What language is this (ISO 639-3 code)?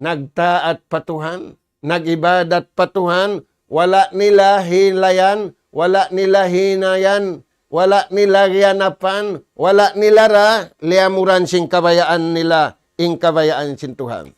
tsg